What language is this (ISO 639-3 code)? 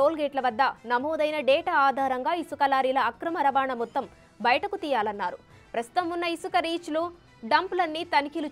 tel